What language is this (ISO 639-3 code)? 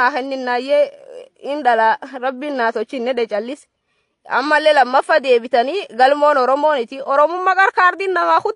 orm